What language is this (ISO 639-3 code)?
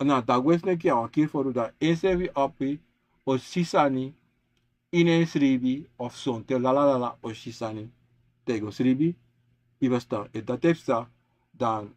srn